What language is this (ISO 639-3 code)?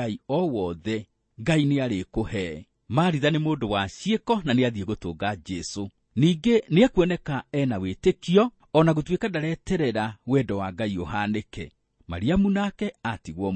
kik